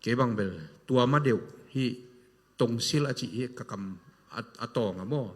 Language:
Tedim Chin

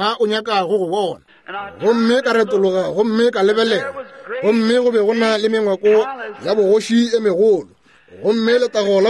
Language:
Northern Sotho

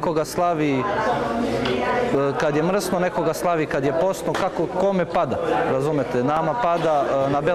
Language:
Serbian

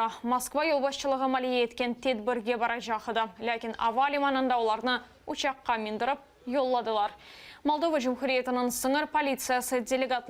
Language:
Crimean Tatar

